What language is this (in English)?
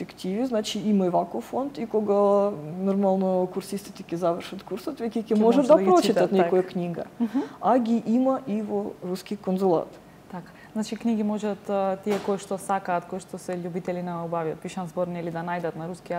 Macedonian